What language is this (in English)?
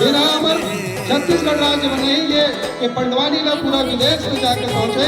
Chhattisgarhi